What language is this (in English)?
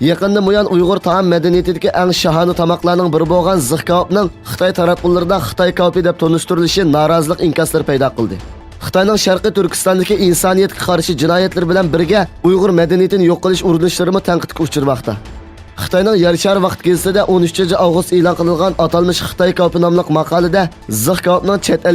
Uyghur